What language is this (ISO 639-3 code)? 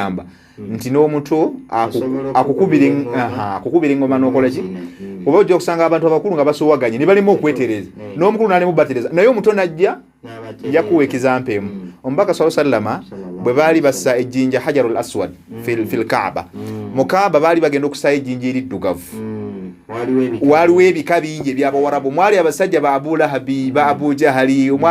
lug